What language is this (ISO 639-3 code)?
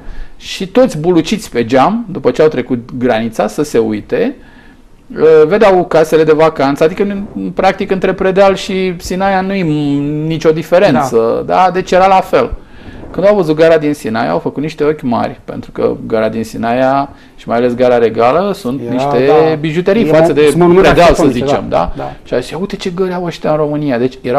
ron